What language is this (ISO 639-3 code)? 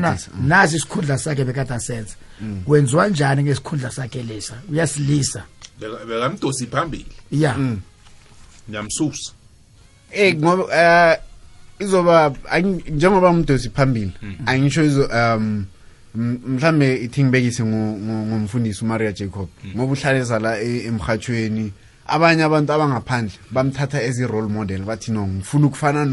nbl